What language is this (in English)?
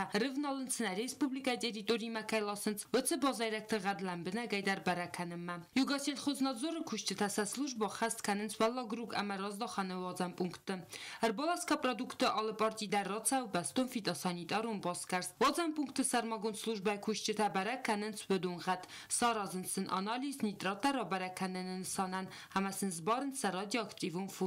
Ossetic